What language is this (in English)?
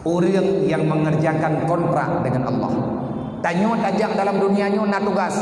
Achinese